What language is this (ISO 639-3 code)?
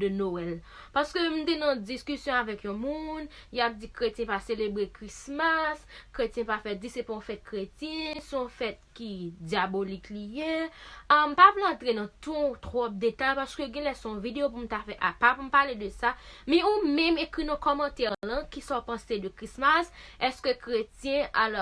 hat